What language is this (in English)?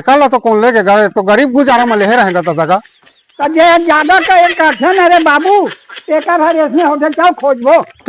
Chhattisgarhi